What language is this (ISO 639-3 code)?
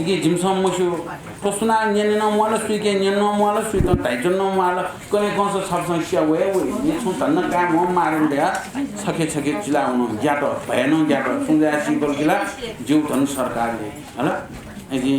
new